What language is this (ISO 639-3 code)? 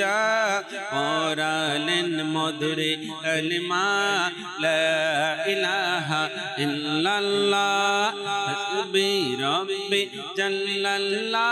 ben